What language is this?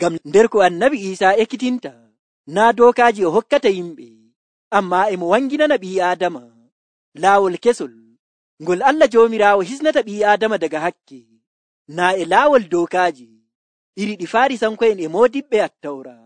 Nigerian Fulfulde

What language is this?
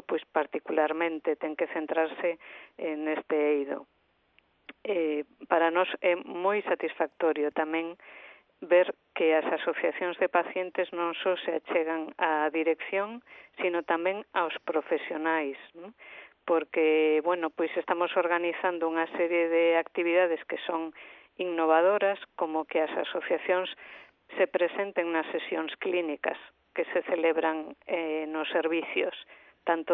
Galician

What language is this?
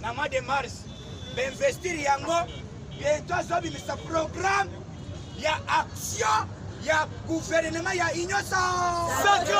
Lingala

